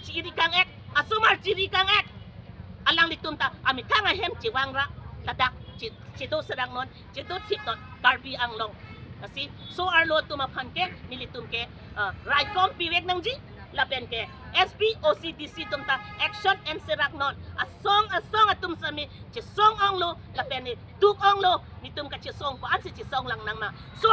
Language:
Karbi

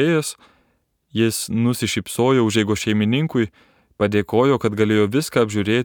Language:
Lithuanian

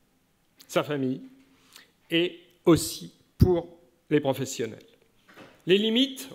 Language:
French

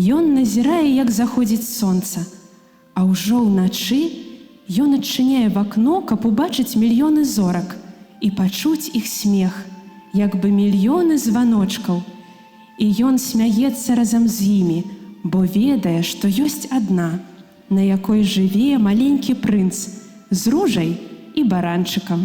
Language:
Belarusian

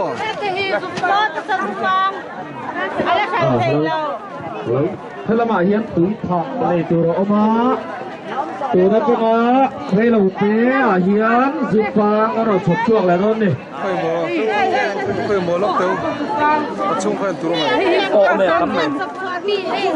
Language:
Vietnamese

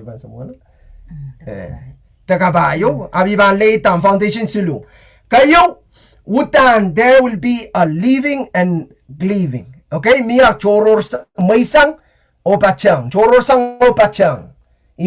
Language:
Pohnpeian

